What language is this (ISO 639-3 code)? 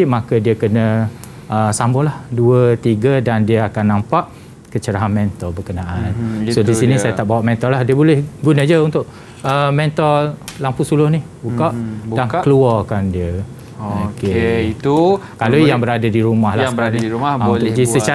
msa